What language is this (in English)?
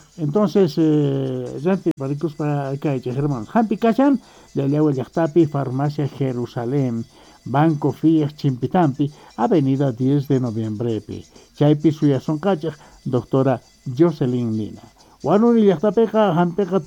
South Bolivian Quechua